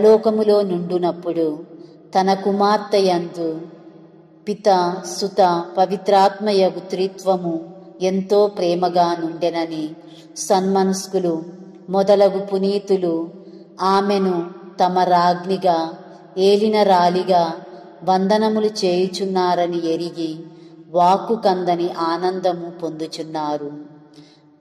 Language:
Telugu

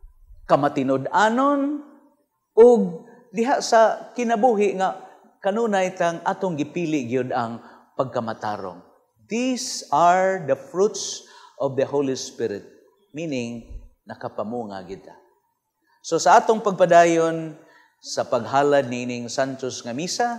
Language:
Cebuano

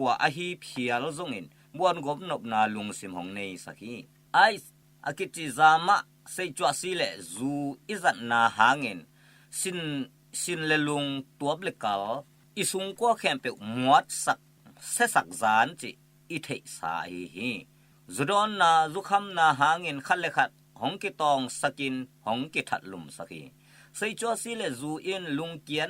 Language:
Tedim Chin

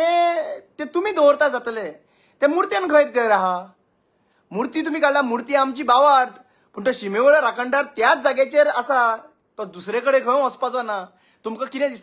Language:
Konkani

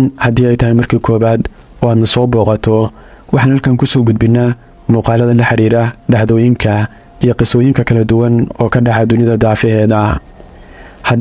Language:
Somali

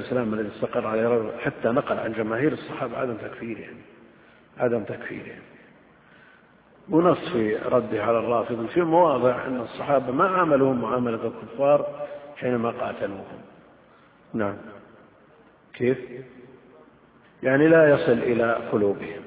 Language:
Arabic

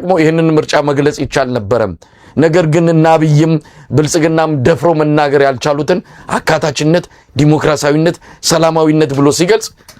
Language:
Amharic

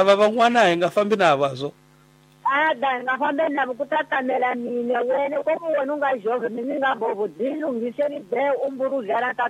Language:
Tsonga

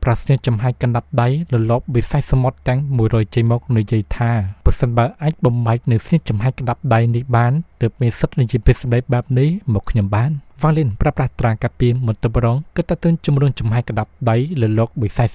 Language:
Khmer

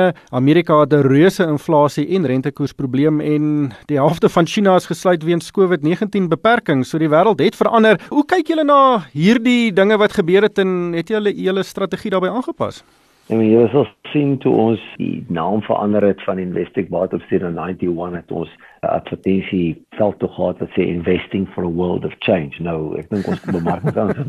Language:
Afrikaans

